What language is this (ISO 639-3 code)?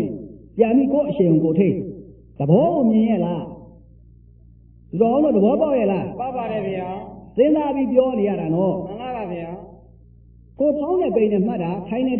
mya